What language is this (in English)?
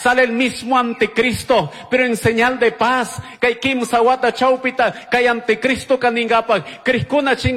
Chimborazo Highland Quichua